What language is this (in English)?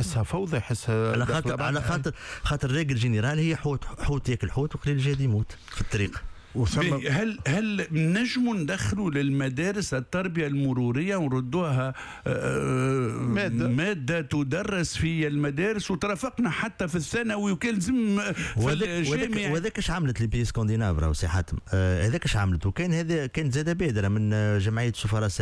Tunisian Arabic